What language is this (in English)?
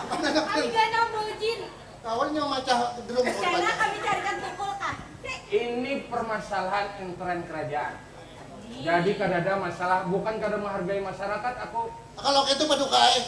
Banjar